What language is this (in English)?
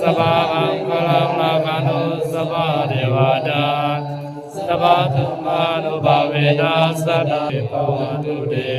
Pali